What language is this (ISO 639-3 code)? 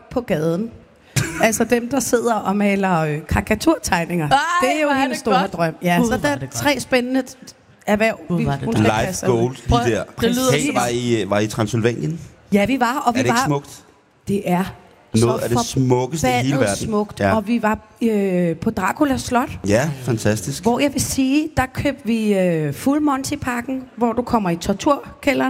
dan